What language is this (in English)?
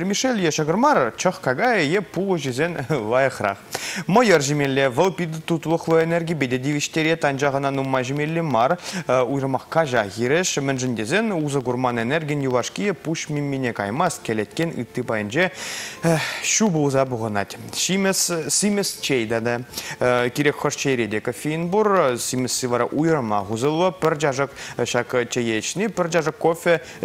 Chuvash